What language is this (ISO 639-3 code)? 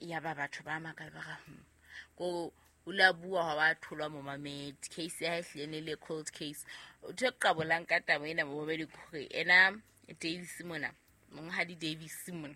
sot